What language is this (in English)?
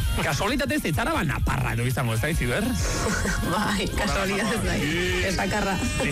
Basque